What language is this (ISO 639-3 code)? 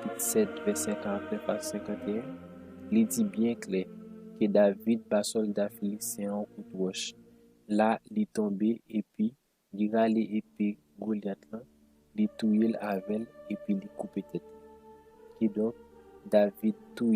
hat